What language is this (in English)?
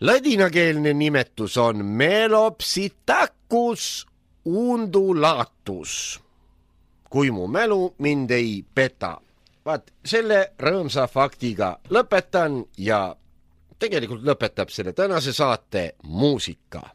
Estonian